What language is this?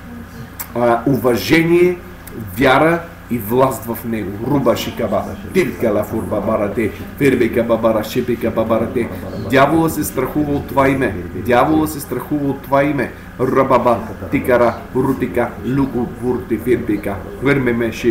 Bulgarian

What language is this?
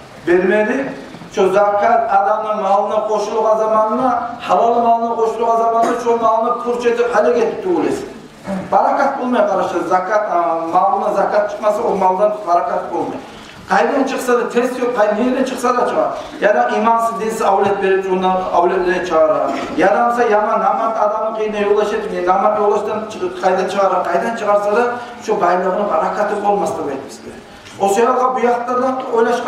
Kumyk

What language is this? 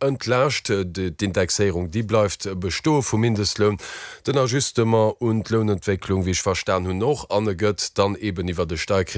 Luxembourgish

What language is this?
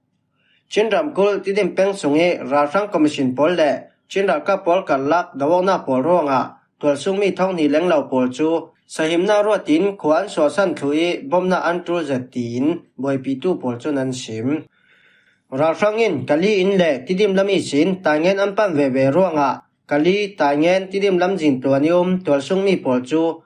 Falam Chin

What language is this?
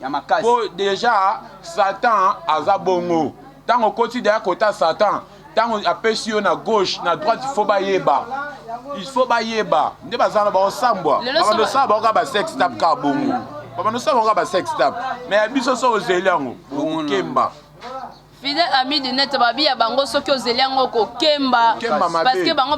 Lingala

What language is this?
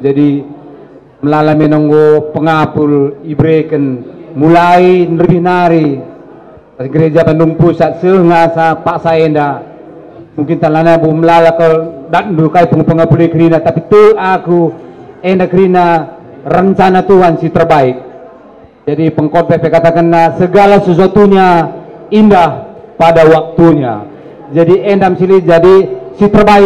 Batak Karo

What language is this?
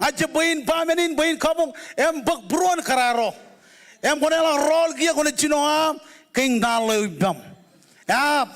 Marshallese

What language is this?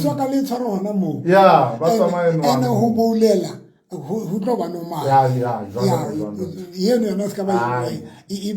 Southern Sotho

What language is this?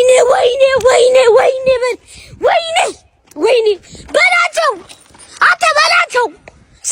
Amharic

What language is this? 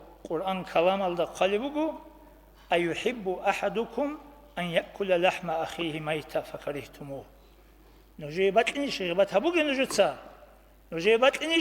Avaric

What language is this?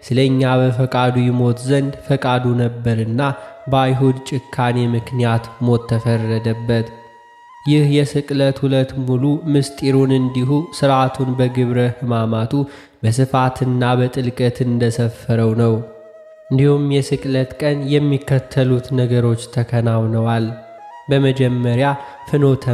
Amharic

